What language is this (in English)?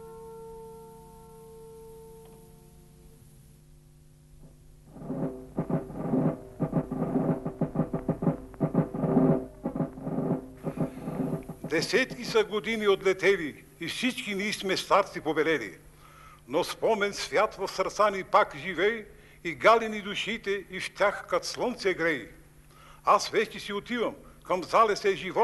Bulgarian